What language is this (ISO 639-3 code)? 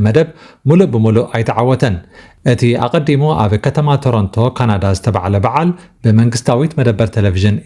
tir